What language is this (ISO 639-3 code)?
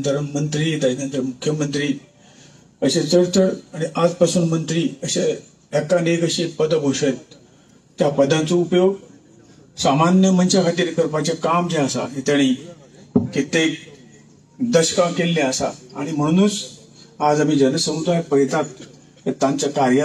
kok